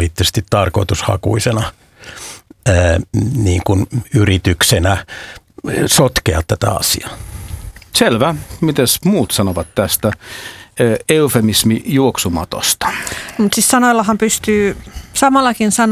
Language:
Finnish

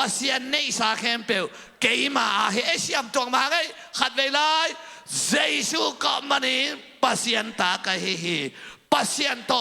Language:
Tedim Chin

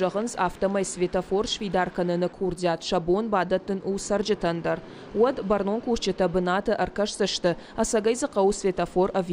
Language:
Ossetic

